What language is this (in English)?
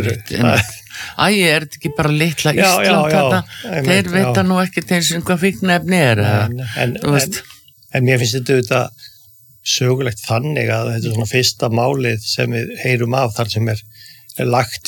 Icelandic